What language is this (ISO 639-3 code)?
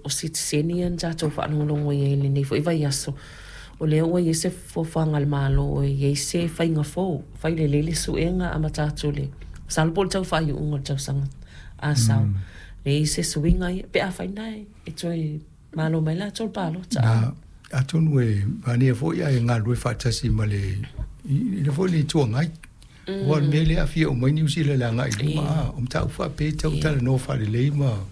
smo